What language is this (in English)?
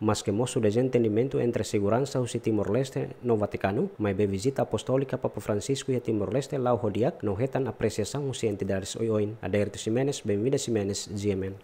Tetum